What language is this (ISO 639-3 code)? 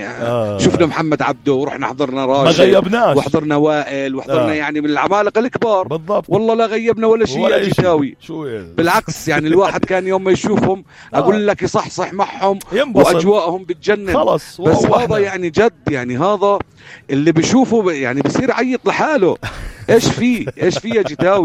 apc